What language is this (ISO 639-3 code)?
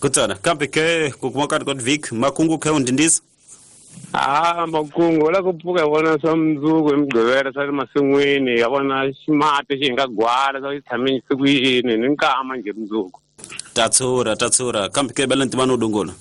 tso